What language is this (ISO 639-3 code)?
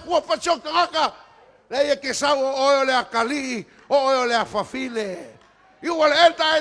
smo